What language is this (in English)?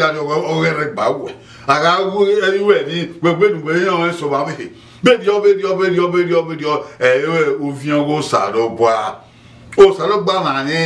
Bini